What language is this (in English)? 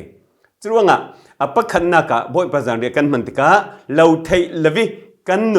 Falam Chin